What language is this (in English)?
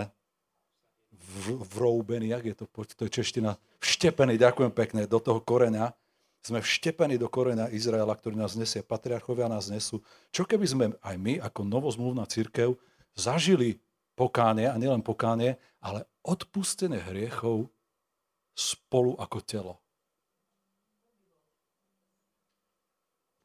Slovak